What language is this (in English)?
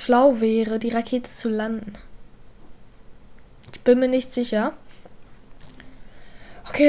German